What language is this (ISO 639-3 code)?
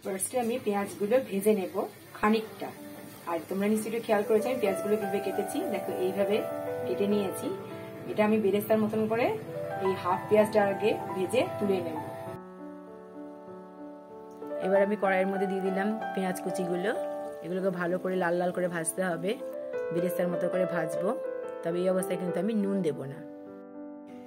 ben